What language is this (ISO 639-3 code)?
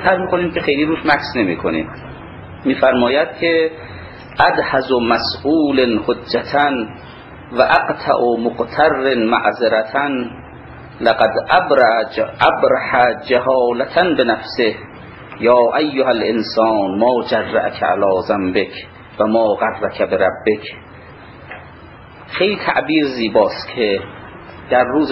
fas